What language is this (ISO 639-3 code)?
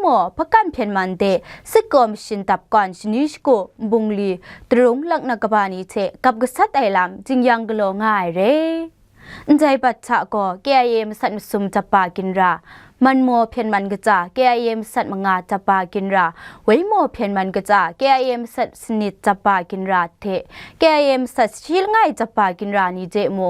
kac